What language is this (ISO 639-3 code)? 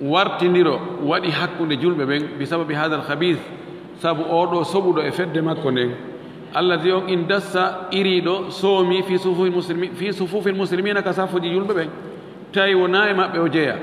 ful